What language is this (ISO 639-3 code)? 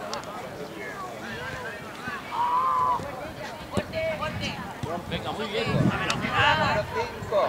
cat